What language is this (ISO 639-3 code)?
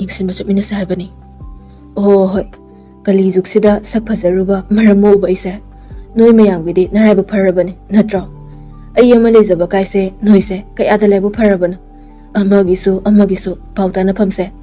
mni